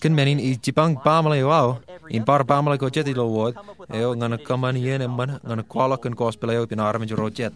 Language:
Marshallese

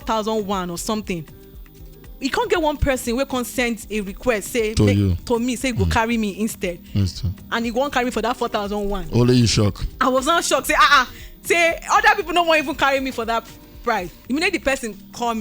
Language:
Nigerian Pidgin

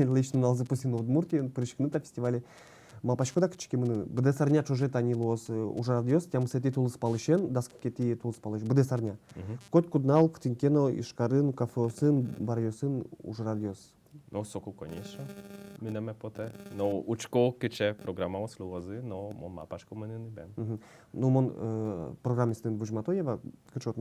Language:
Udmurt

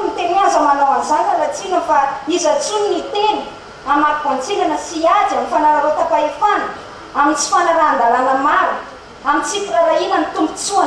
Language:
Malagasy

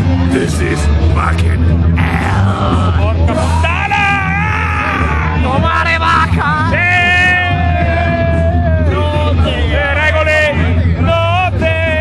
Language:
Italian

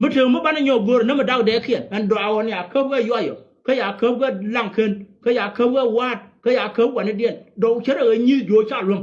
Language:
Nuer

